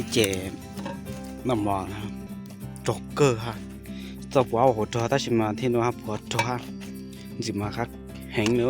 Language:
Hmong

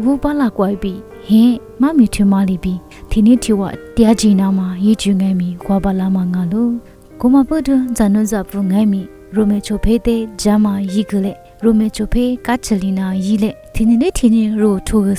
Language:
Lisu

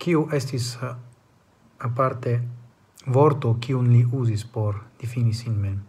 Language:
Esperanto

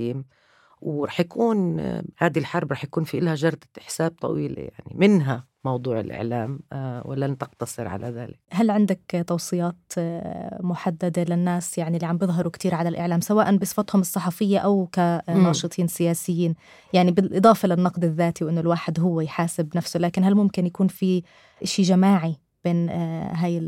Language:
North Levantine Arabic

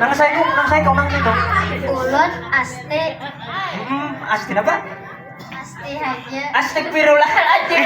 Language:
Banjar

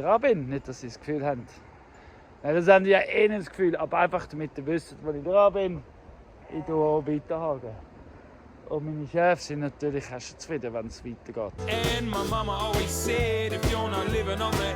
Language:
Swiss German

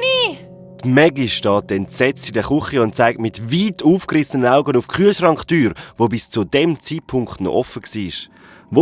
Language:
Swiss German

